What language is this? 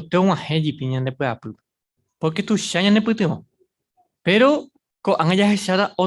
Guarani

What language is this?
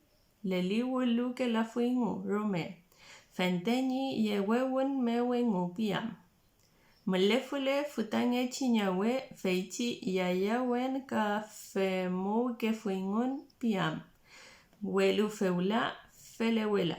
Mapuche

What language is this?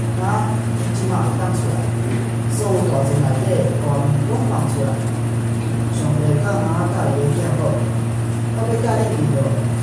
Min Nan Chinese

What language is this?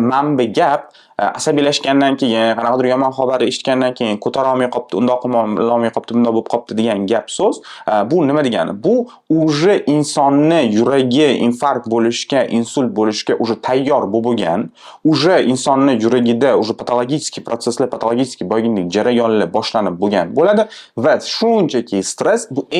Uzbek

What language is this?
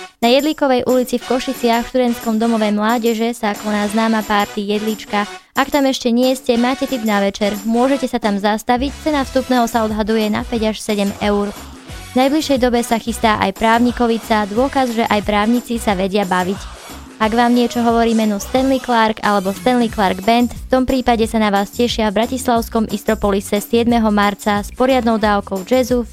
Slovak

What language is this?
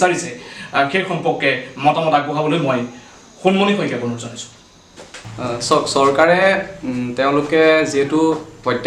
Assamese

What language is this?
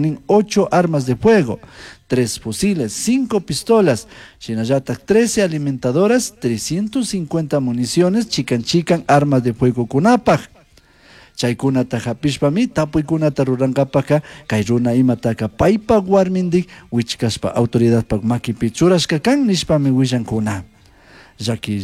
Chimborazo Highland Quichua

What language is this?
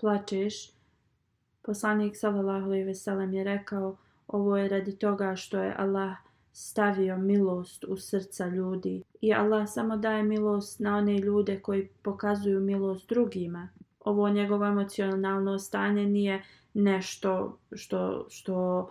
Bosnian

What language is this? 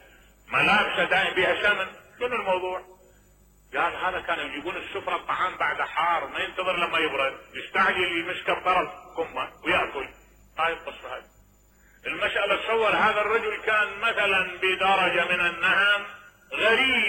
Mesopotamian Arabic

